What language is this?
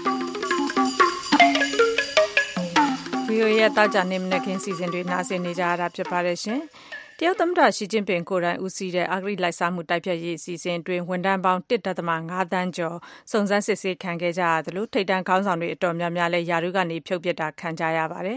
Burmese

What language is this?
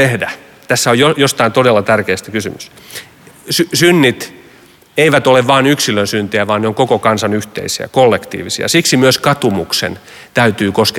Finnish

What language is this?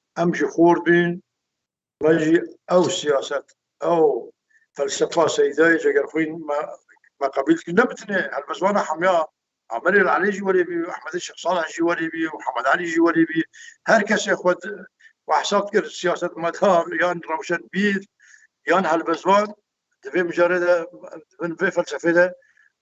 Kurdish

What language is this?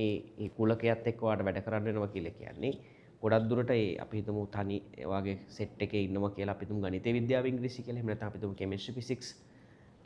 Sinhala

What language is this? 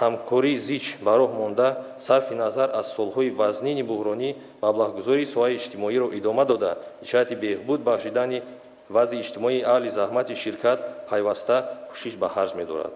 Tajik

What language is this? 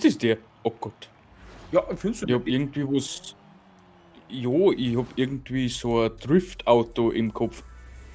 Bavarian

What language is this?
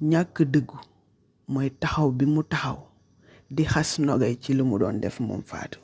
Wolof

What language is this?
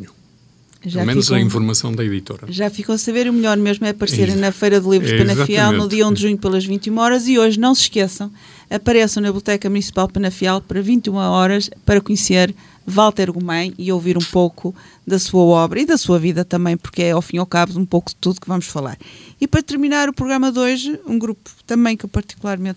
Portuguese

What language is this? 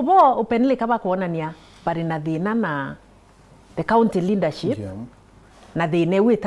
Meru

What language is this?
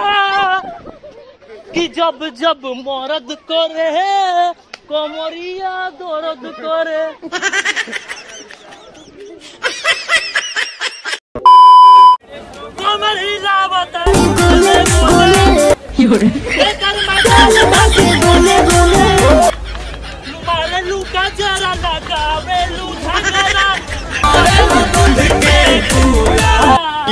Bhojpuri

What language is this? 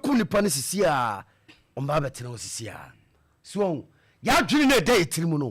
Akan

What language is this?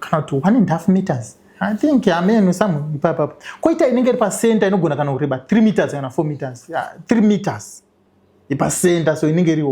Shona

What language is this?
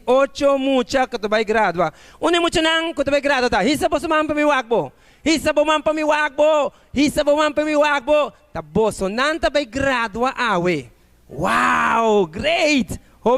Papiamento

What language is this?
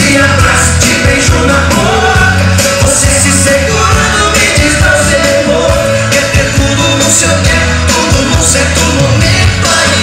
Portuguese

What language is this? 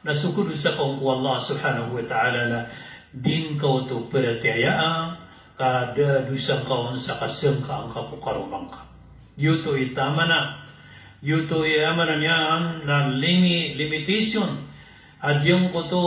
Maranao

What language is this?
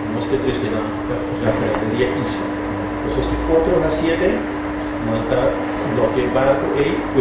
Papiamento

